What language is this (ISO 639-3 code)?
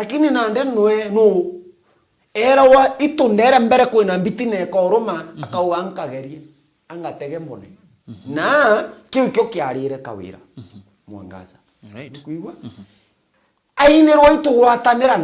mer